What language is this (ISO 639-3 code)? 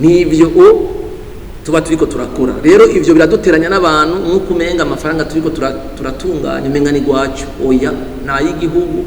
run